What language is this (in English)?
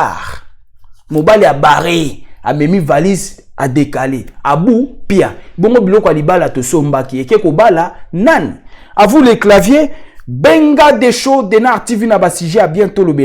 Lingala